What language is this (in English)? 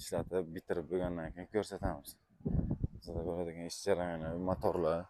Uzbek